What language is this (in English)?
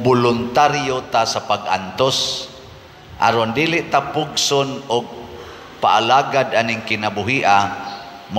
Cebuano